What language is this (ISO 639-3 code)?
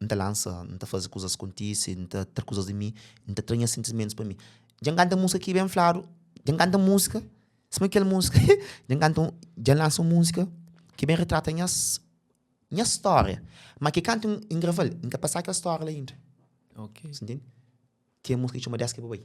kea